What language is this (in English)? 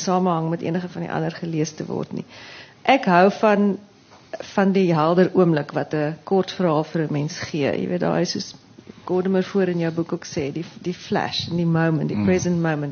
Afrikaans